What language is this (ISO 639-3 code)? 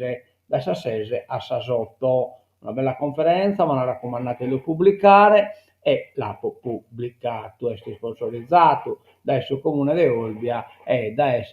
srd